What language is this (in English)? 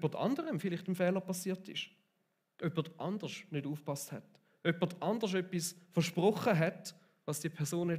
Swiss German